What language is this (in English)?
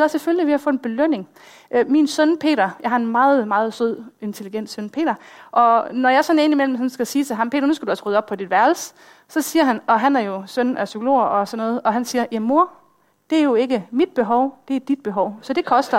Danish